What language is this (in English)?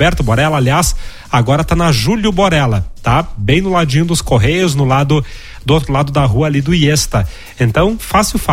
Portuguese